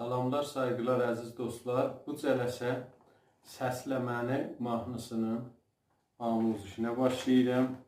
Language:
South Azerbaijani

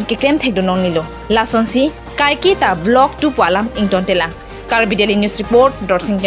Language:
Karbi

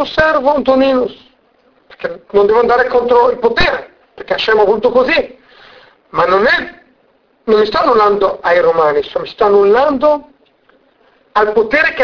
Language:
Italian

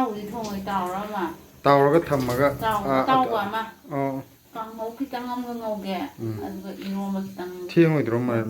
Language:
Manipuri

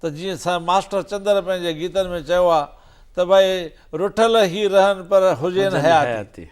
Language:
Sindhi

